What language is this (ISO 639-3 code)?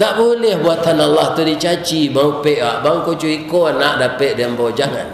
min